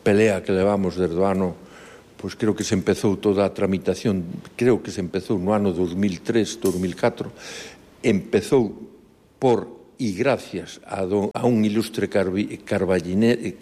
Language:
Galician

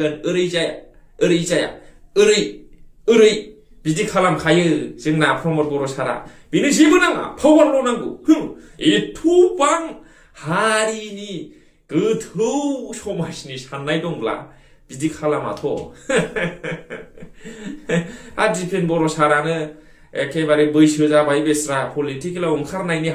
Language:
Bodo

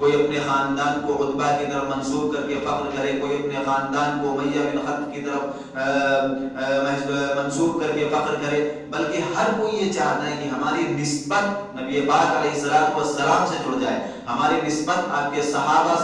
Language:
Urdu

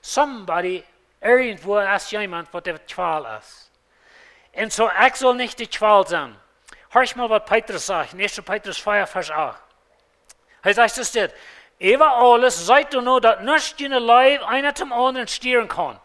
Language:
Plautdietsch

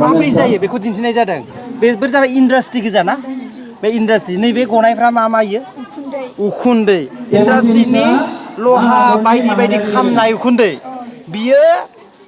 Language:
Bodo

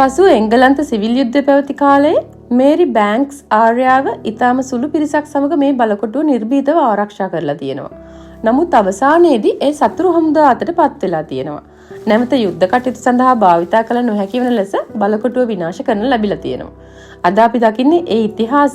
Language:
Sinhala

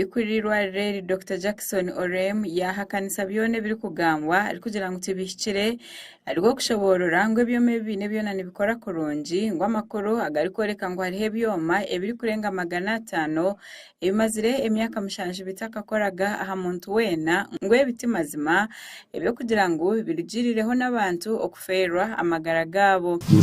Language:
Nyankole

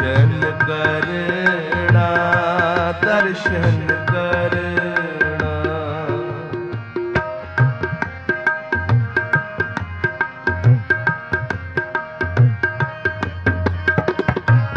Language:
Punjabi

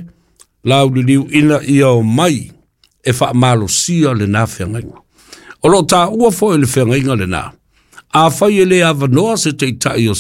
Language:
Samoan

